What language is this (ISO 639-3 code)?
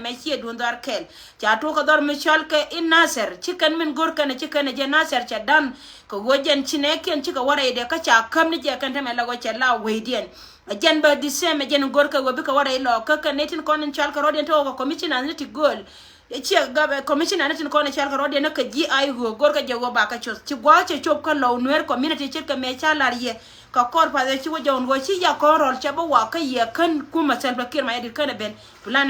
nus